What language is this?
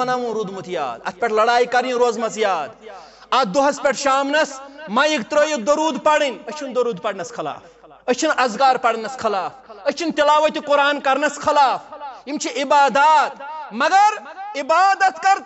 Kashmiri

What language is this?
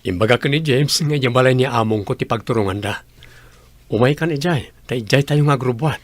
Iloko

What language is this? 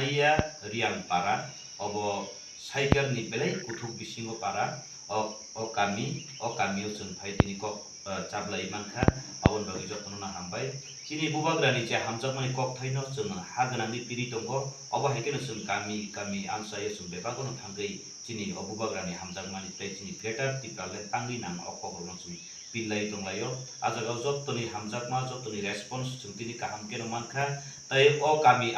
Kok Borok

